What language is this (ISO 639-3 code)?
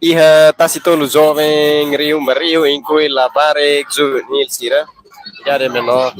tet